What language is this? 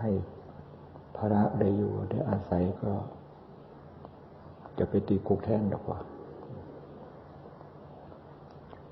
Thai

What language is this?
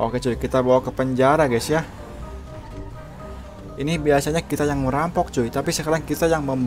Indonesian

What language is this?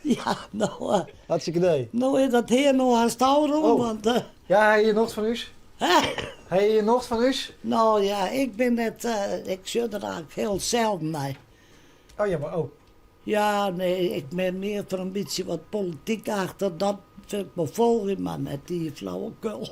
Western Frisian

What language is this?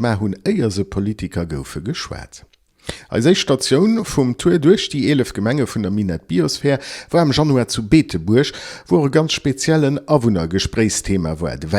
Luxembourgish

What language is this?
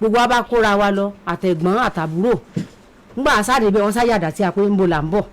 Yoruba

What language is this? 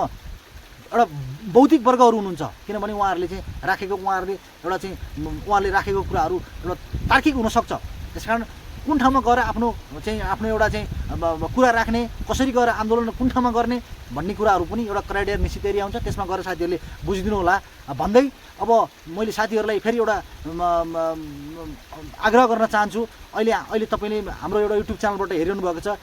Nepali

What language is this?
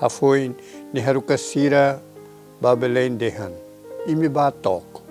Tetum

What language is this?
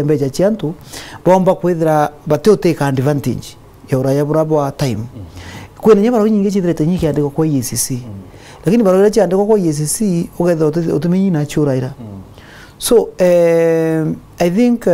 Meru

